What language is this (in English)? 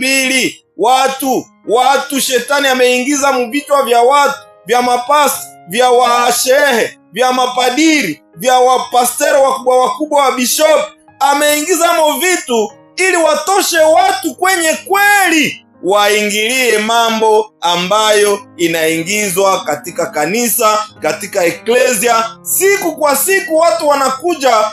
Swahili